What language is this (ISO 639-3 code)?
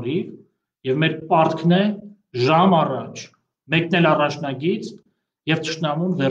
hye